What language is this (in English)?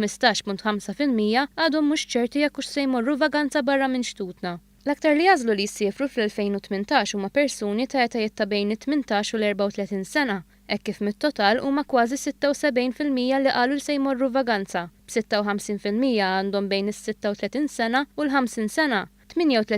Maltese